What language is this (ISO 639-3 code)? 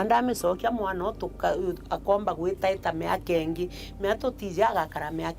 mer